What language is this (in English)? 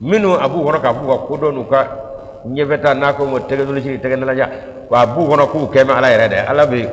Bambara